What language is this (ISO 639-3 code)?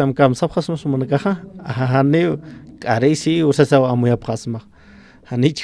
aym